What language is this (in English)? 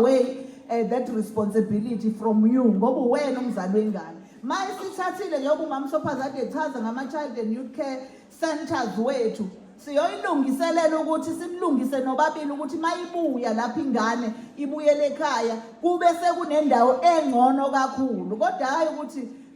Zulu